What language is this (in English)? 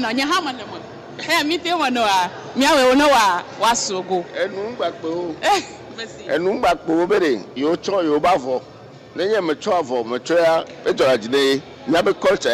Ewe